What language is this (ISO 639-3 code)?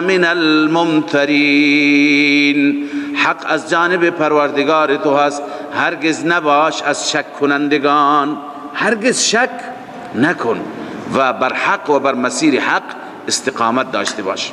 fas